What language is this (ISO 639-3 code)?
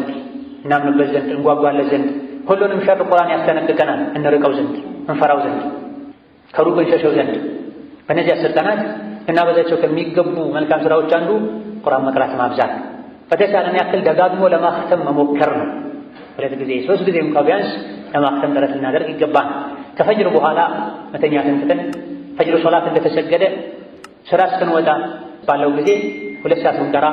amh